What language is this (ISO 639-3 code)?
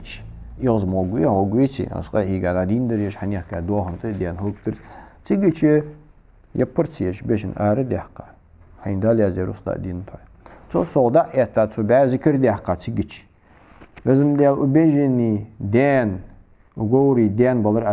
inh